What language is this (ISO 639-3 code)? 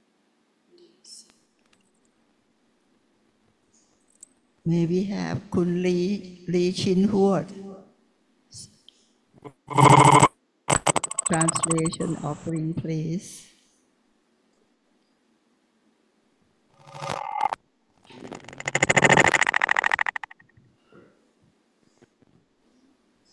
tha